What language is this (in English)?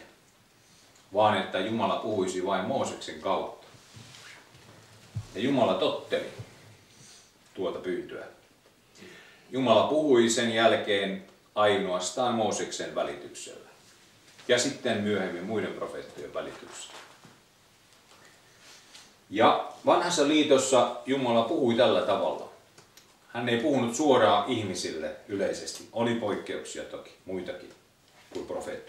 Finnish